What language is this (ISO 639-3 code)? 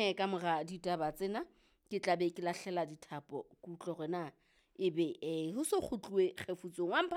sot